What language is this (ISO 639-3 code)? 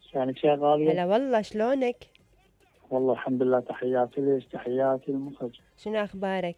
acm